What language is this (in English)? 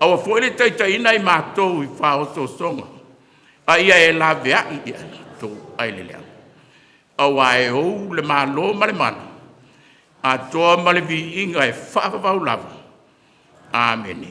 Samoan